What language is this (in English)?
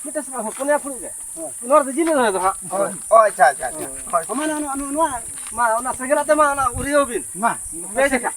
Santali